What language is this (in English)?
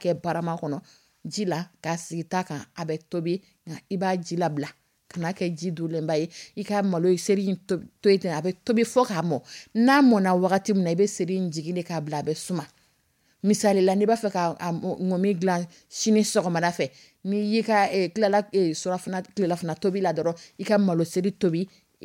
Dyula